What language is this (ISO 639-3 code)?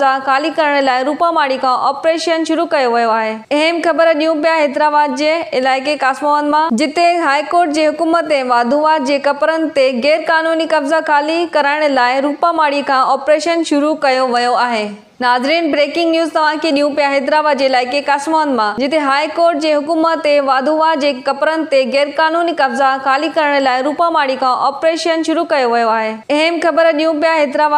snd